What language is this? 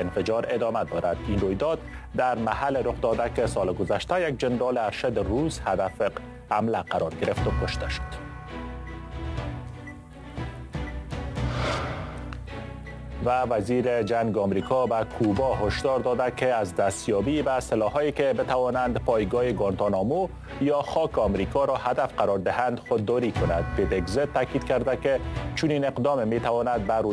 Persian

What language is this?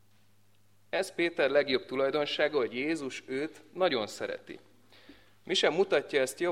Hungarian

